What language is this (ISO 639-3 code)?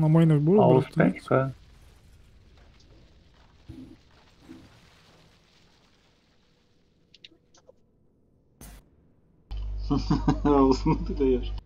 rus